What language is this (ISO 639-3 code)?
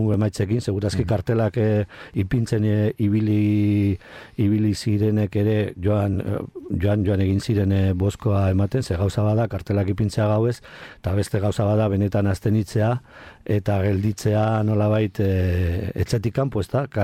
eus